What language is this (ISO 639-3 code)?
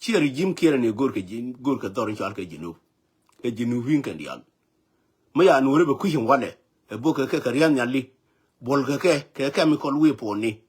nus